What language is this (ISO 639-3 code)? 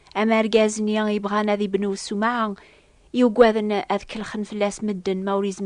kab